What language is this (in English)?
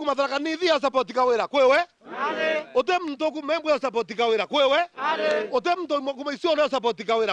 Meru